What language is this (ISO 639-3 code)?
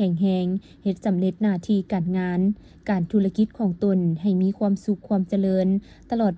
lao